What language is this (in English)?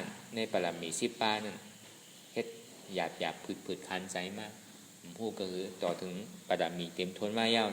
Shan